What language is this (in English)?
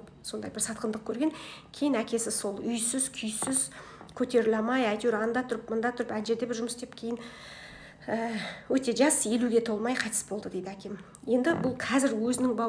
Kazakh